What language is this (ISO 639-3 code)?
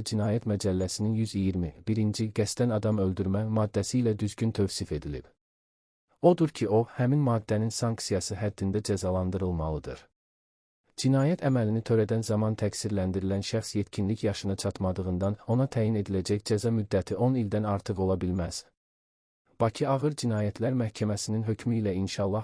aze